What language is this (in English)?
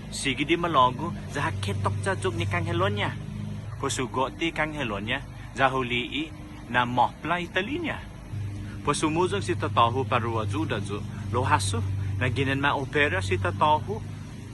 Chamorro